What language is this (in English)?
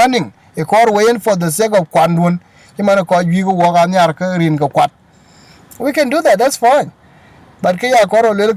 Dinka